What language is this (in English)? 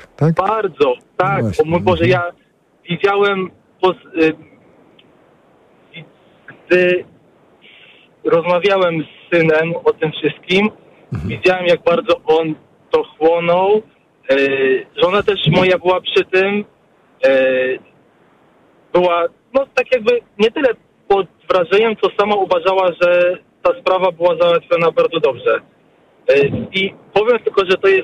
Polish